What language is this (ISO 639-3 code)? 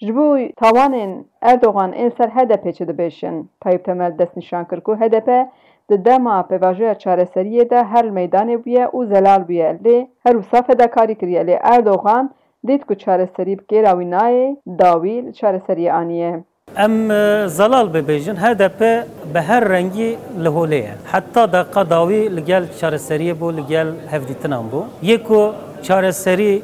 kur